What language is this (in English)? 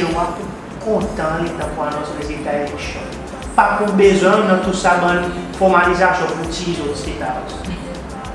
Seselwa Creole French